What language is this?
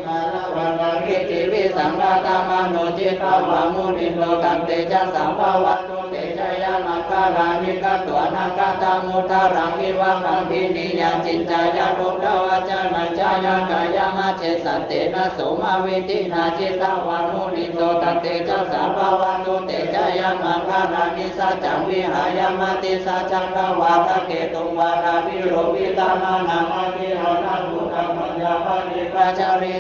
Pali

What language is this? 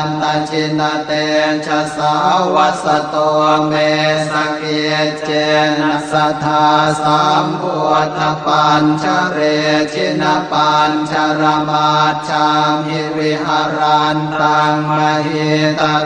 Pali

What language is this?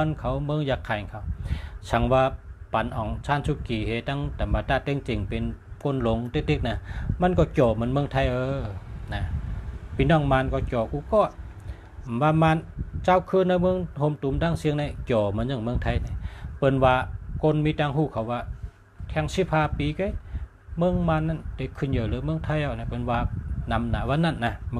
Shan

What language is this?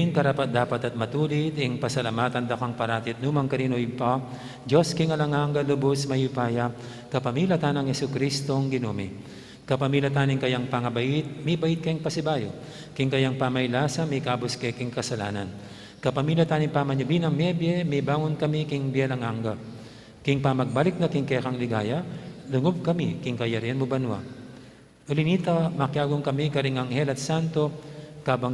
Pampanga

